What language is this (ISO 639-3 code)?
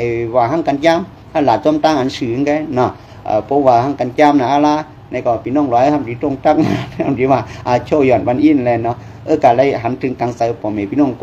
shn